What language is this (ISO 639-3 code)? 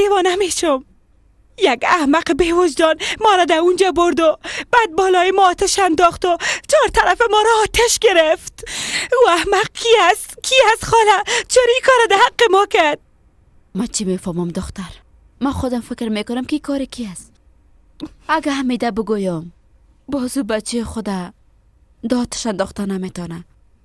fas